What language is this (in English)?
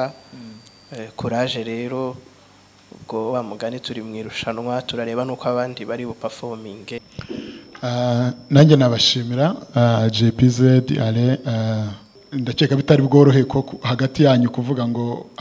Kinyarwanda